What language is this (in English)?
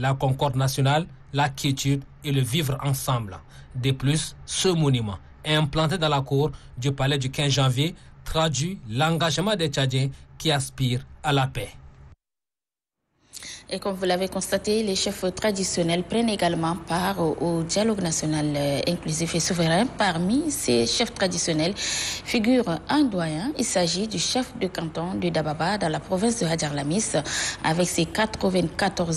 French